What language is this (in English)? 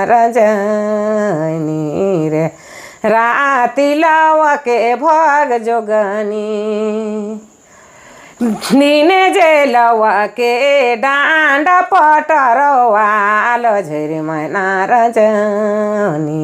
Sadri